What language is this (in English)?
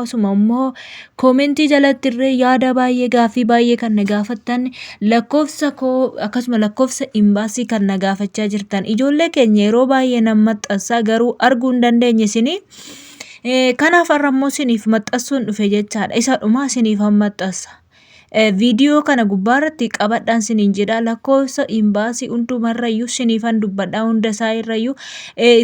Oromo